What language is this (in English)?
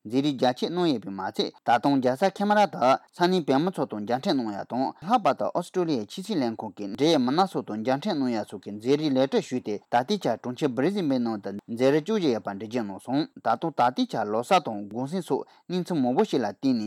Tibetan